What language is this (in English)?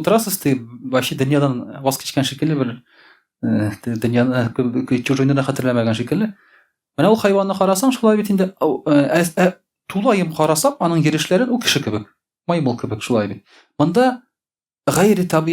Tatar